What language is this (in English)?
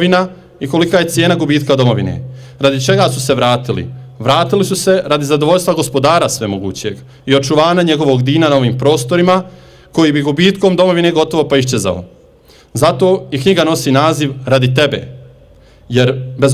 Bosnian